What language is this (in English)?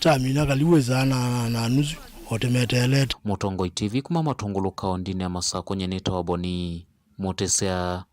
Kamba